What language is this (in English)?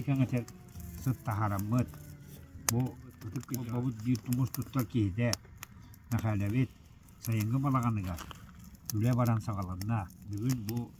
Yakut